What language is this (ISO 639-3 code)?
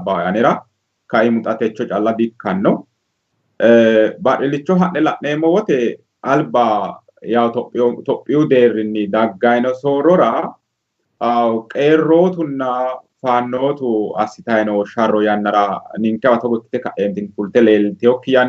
sid